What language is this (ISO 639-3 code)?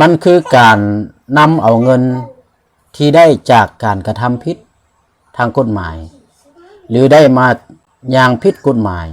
lao